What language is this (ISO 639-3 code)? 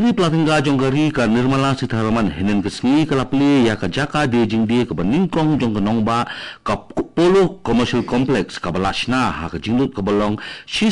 kha